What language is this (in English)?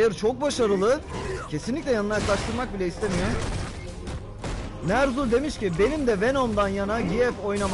Turkish